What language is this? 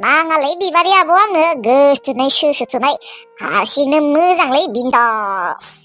Bodo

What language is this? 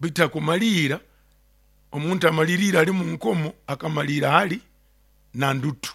Nyoro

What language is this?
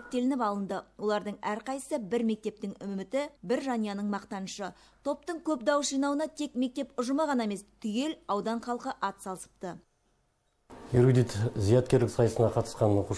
Kazakh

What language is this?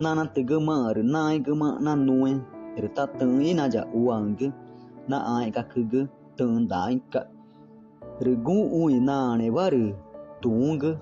Ticuna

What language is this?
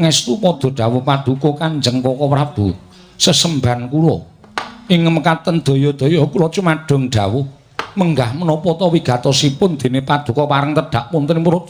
Javanese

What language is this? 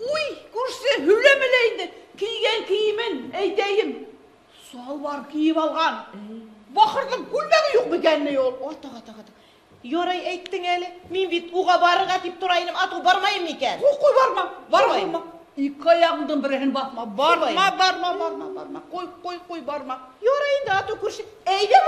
Bashkir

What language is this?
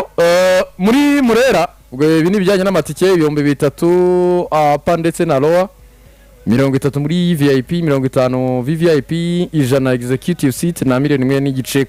Kinyarwanda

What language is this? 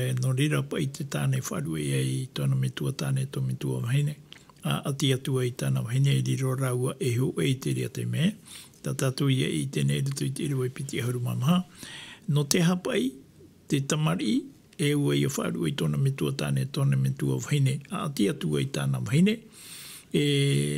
Tahitian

